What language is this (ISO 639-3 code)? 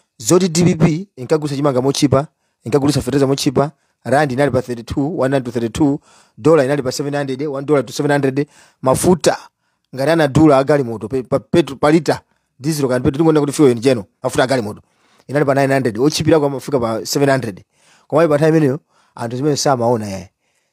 nya